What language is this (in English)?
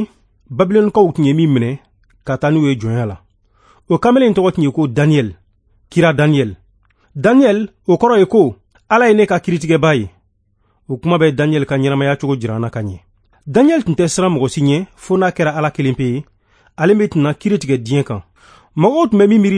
Bambara